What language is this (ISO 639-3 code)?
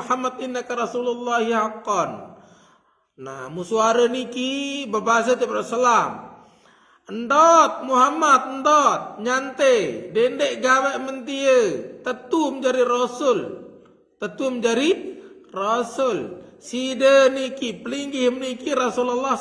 sas